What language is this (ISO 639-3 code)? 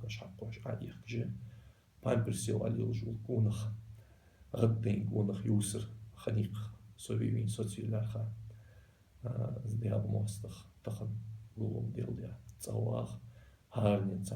inh